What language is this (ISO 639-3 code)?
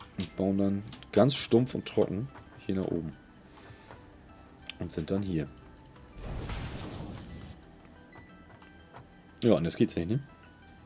deu